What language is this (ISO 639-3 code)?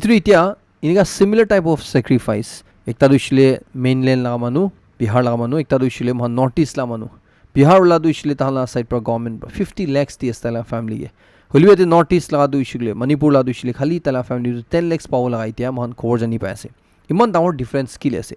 nag